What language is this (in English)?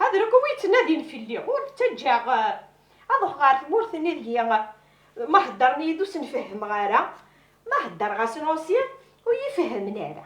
Kabyle